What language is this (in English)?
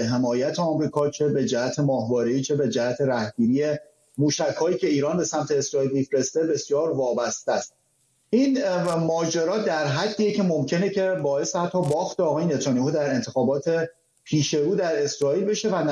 Persian